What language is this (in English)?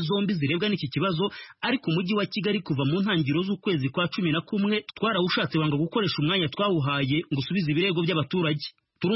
Kinyarwanda